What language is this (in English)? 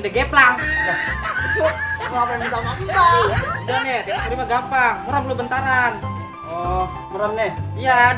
Betawi